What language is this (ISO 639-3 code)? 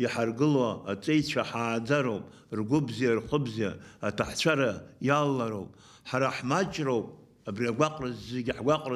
abk